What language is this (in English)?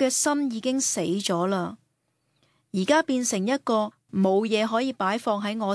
Cantonese